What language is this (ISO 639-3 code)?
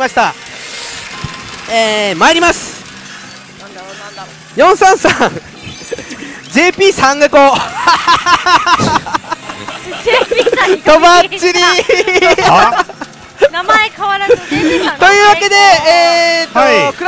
jpn